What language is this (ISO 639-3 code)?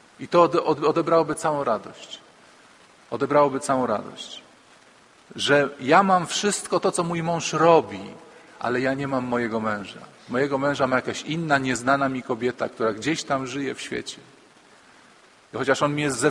pol